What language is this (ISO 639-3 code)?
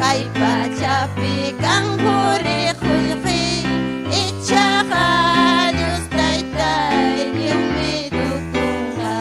quy